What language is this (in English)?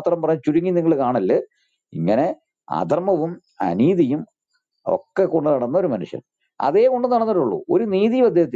Malayalam